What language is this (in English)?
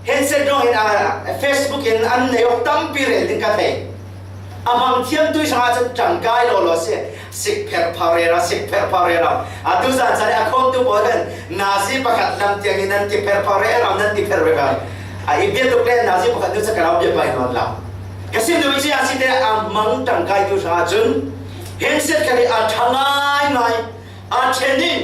Falam Chin